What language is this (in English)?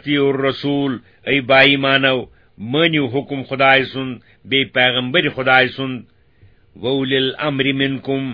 Kashmiri